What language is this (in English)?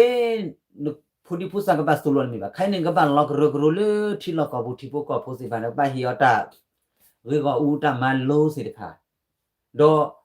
S'gaw Karen